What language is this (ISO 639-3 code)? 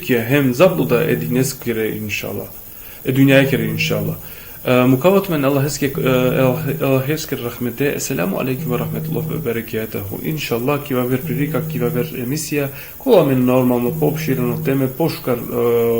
rmn